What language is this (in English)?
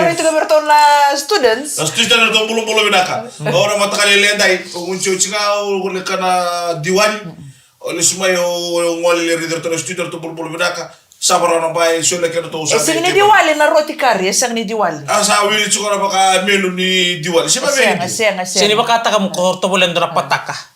Fijian